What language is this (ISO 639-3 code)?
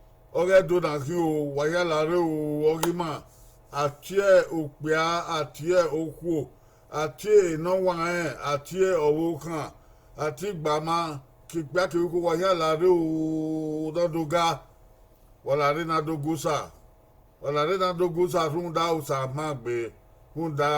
bin